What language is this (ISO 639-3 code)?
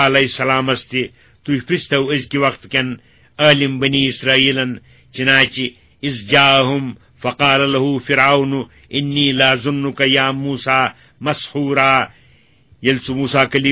kas